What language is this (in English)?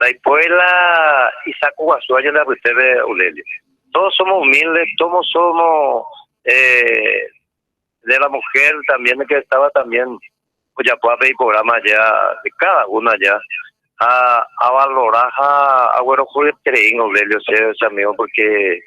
Guarani